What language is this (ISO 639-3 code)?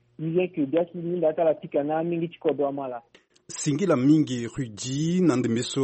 sag